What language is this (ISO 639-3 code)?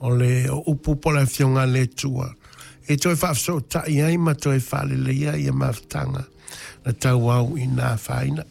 smo